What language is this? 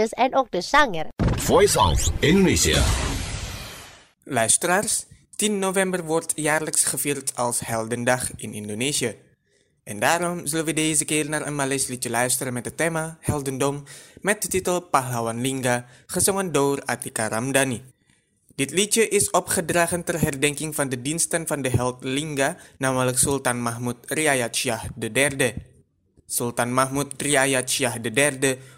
Dutch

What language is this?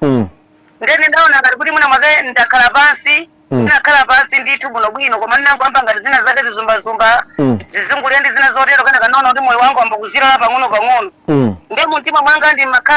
Nyanja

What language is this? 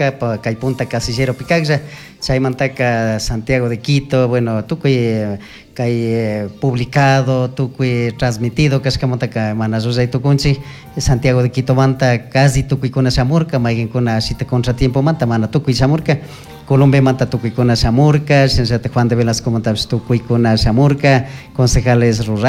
Chimborazo Highland Quichua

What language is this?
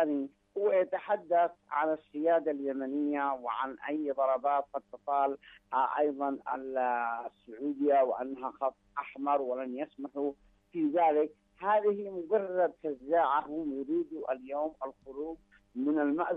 Arabic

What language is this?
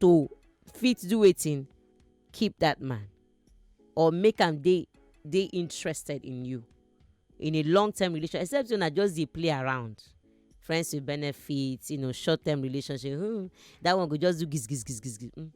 Nigerian Pidgin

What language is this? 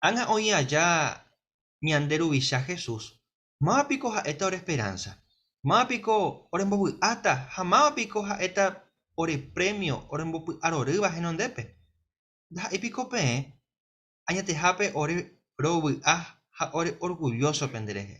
Guarani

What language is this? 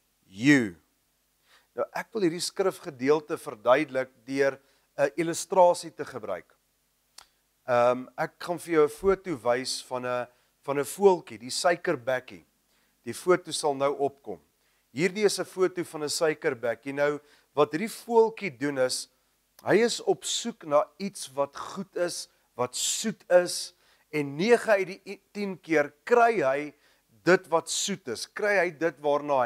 Afrikaans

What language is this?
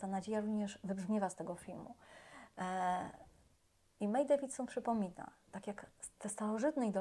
Polish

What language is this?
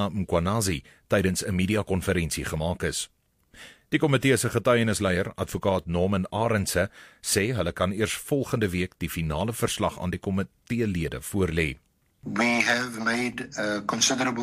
Afrikaans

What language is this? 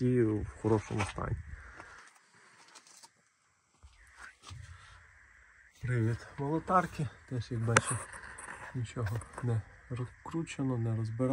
Ukrainian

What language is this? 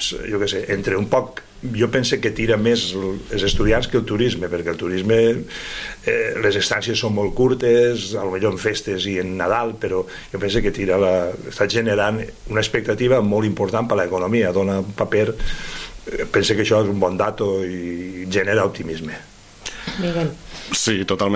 Catalan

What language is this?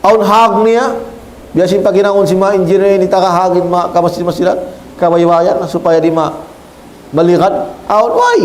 Tausug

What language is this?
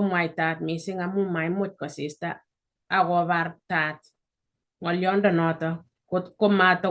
Kalenjin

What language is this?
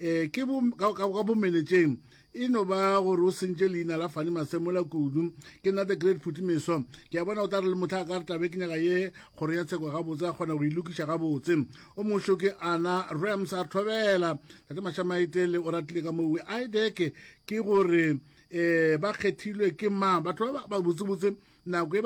Northern Sotho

